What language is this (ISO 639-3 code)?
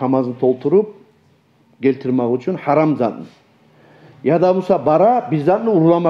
kum